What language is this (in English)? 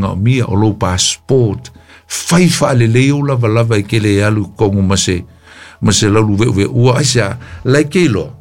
Samoan